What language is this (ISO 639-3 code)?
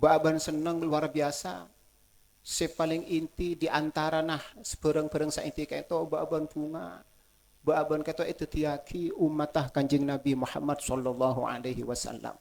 mad